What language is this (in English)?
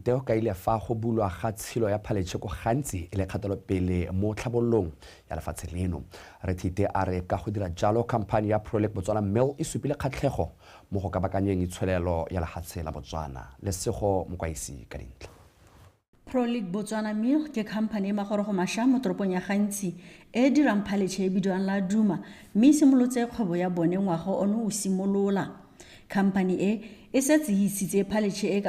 Tswana